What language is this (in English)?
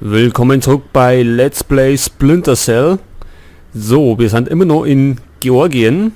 Bavarian